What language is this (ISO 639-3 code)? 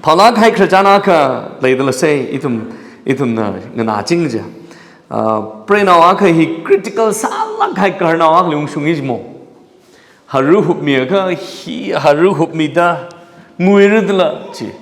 nmf